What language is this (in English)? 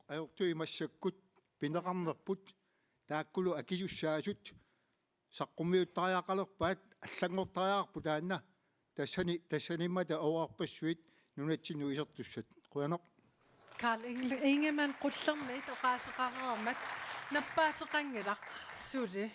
Kalaallisut